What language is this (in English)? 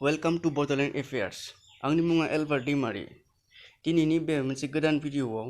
Bodo